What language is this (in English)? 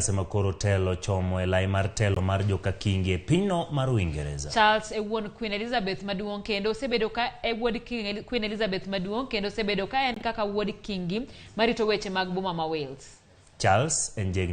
Luo (Kenya and Tanzania)